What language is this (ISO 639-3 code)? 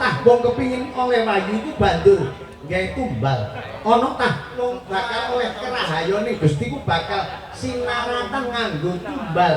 jav